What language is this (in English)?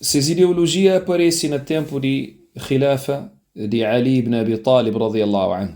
Kabuverdianu